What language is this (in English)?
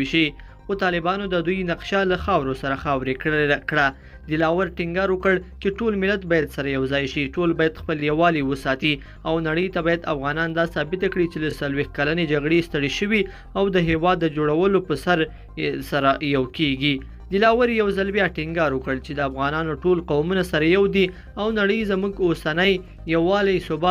Pashto